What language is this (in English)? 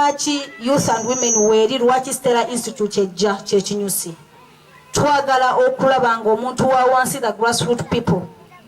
Ganda